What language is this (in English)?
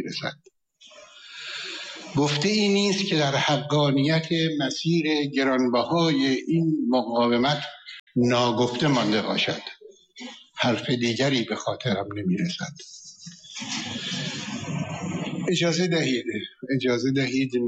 Persian